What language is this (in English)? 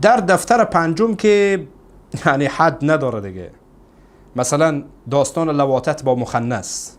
Persian